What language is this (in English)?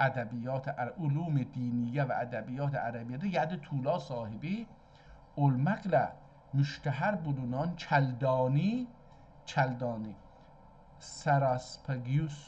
South Azerbaijani